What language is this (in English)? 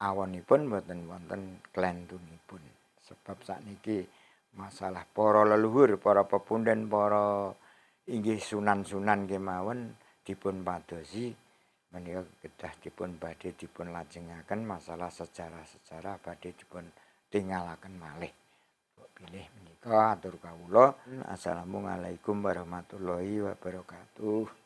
Javanese